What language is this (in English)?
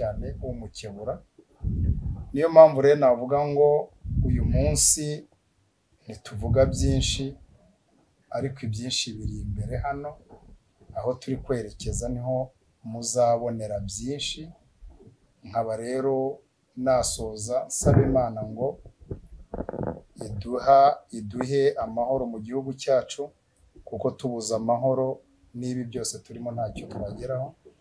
Kinyarwanda